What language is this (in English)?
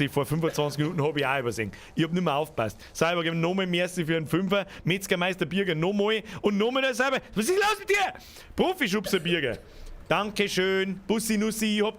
Bavarian